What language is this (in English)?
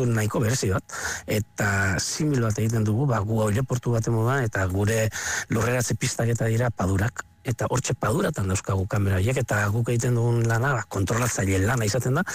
Basque